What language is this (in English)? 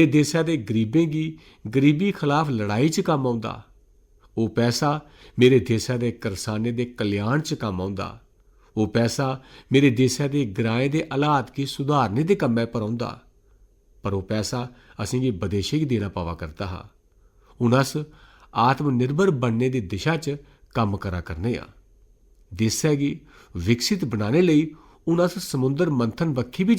Dogri